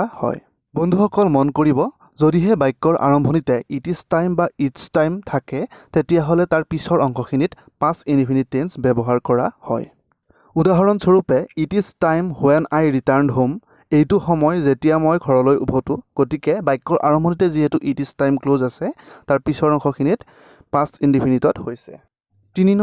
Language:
Assamese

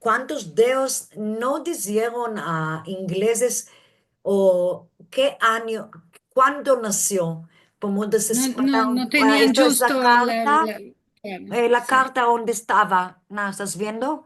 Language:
Ladino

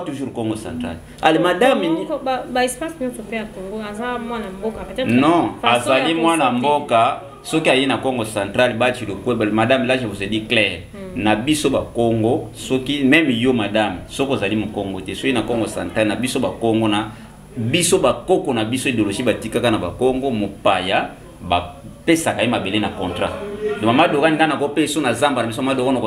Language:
Lingala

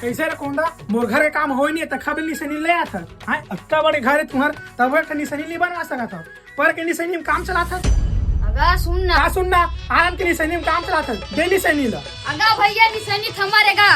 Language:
Chhattisgarhi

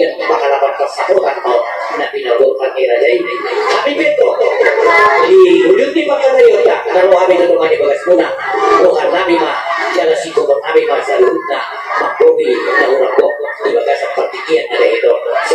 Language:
Batak Toba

